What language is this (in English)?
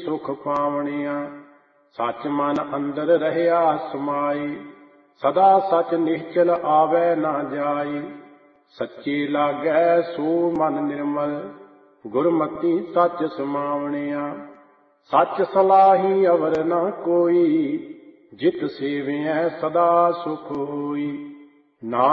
Punjabi